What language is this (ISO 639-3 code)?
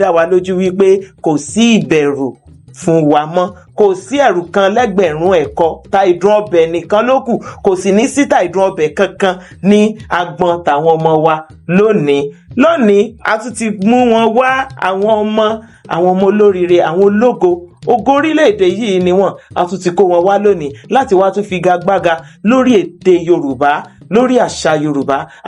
yor